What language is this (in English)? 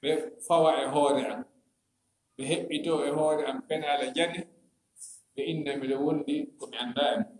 Fula